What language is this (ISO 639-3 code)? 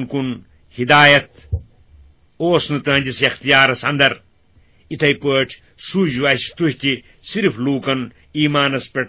kas